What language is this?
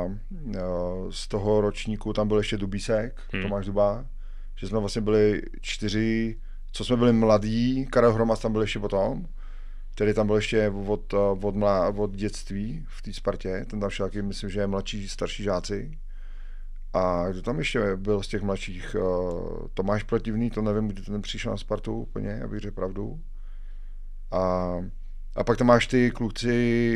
Czech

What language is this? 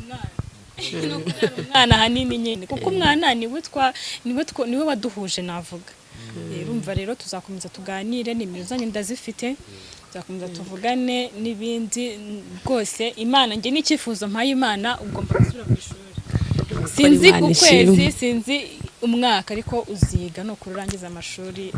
Kinyarwanda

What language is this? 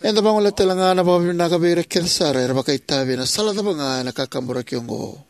Fijian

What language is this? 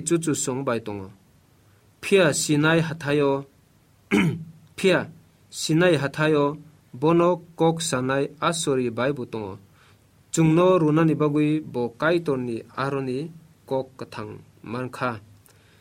Kok Borok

